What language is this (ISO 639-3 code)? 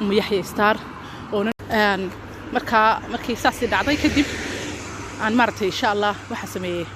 som